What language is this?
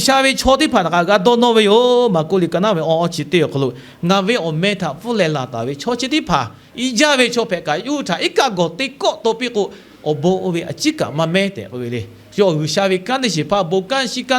Lahu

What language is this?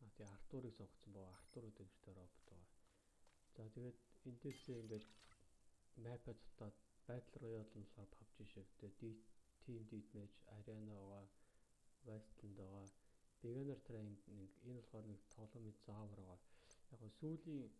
Mongolian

